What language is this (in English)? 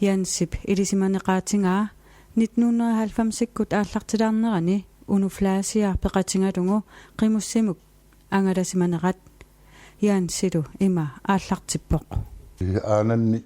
Kalaallisut